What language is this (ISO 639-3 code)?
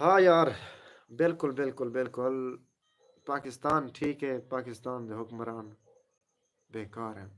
skr